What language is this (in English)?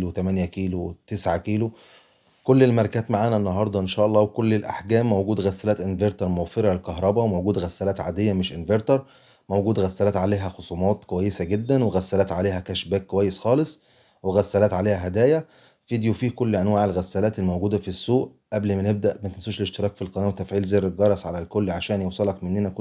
Egyptian Arabic